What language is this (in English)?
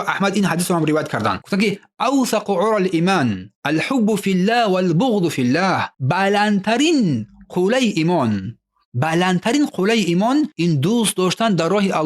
Tajik